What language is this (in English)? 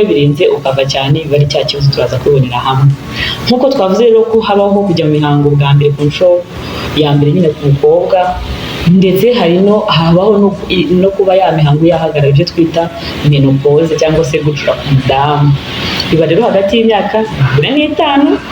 Kinyarwanda